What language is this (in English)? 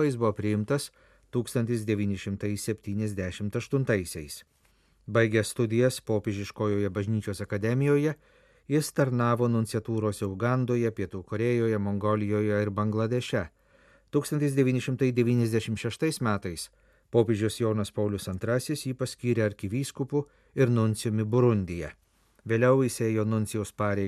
Lithuanian